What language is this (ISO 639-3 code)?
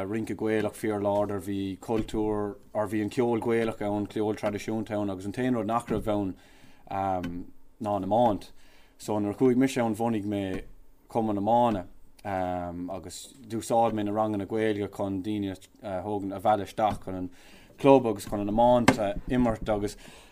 gle